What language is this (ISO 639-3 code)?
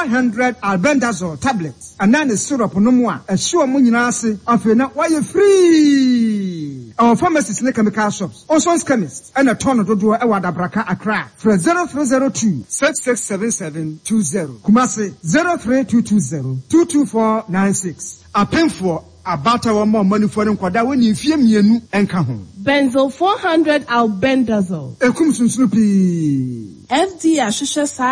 aka